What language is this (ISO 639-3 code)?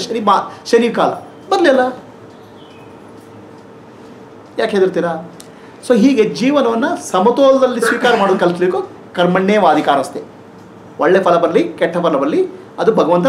kan